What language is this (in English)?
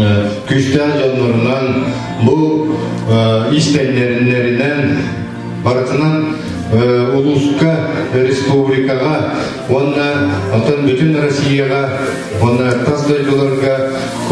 Yakut